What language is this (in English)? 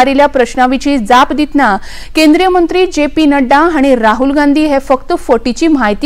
Konkani